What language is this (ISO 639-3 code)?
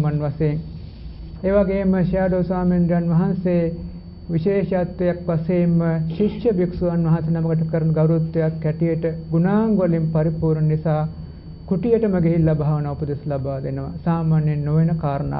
sin